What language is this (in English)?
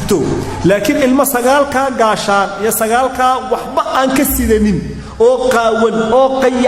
Somali